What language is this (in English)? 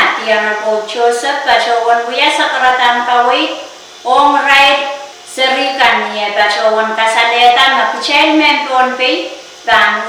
Pohnpeian